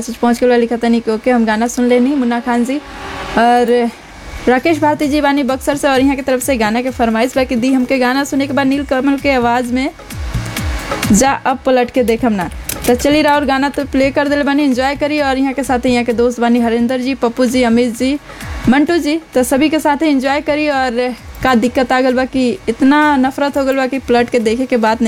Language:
Bhojpuri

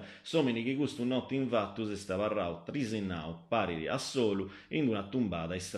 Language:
Sardinian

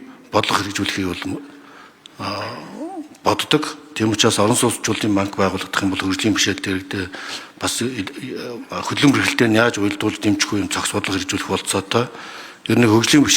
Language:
Mongolian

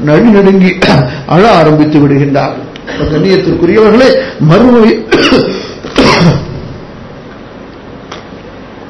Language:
Tamil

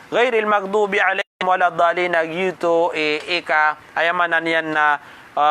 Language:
Maranao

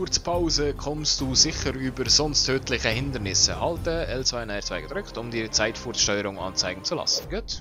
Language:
Swiss German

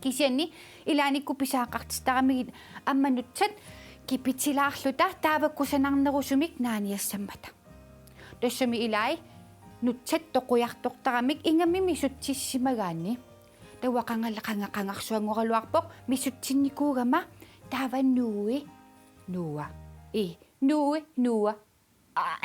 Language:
Kalaallisut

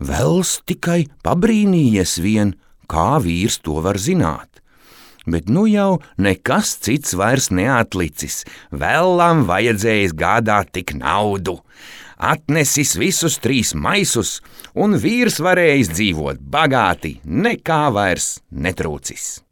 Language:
Latvian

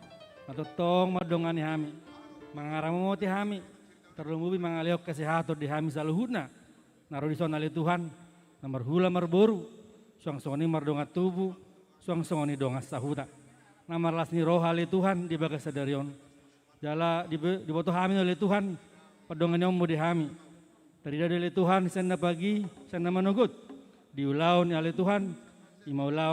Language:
Batak Toba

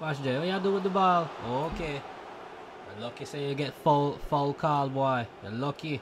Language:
Jamaican Creole English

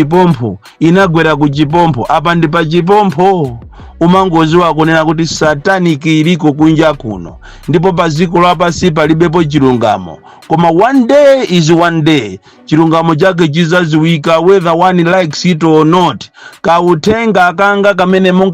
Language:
Nyanja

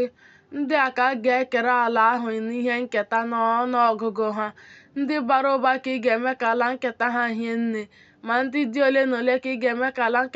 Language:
Igbo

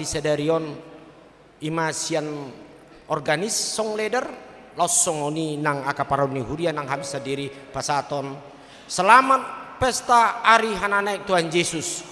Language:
Batak Toba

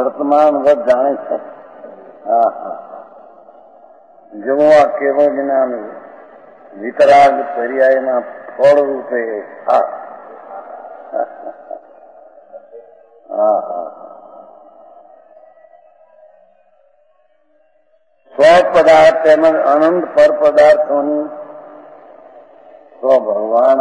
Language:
Gujarati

